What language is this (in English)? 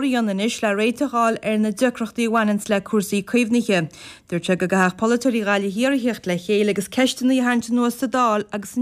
Irish